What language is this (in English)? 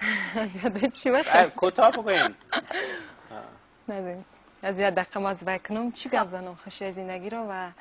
Tajik